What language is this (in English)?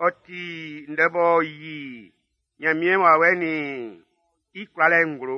Baoulé